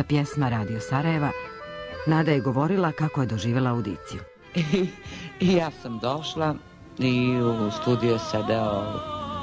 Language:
Serbian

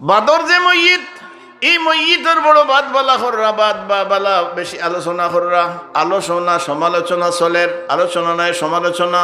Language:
Sylheti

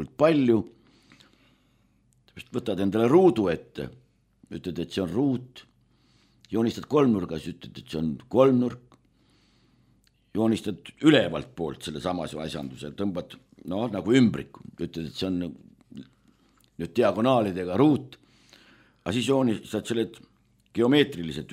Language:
Estonian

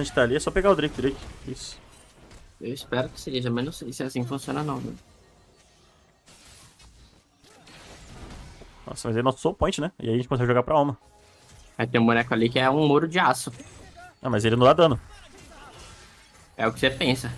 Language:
Portuguese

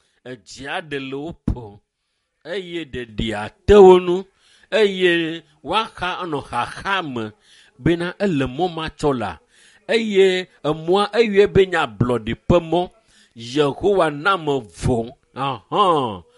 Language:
Ewe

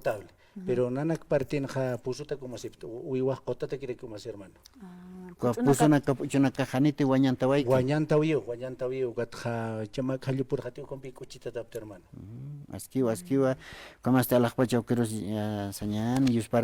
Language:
Aymara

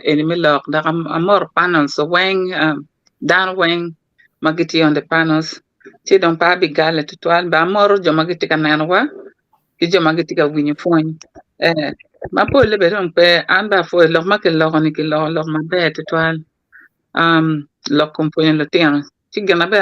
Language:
Acoli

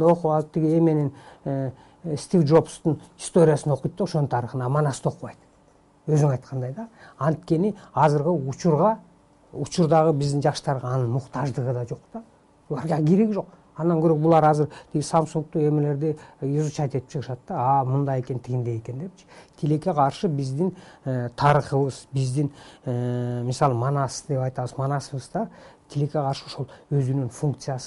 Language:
Kyrgyz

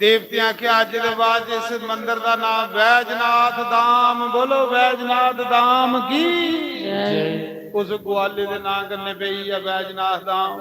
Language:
Dogri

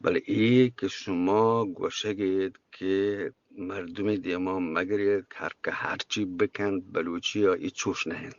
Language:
Eastern Balochi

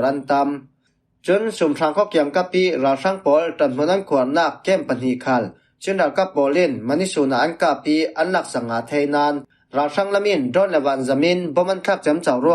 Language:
Falam Chin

